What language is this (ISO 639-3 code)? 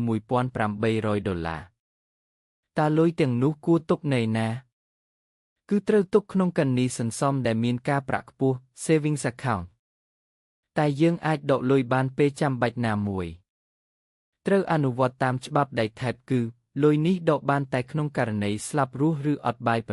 khm